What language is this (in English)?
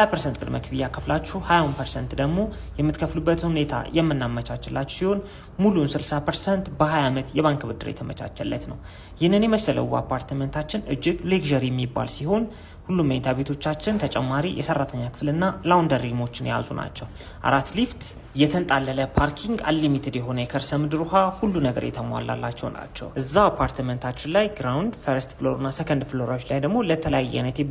Amharic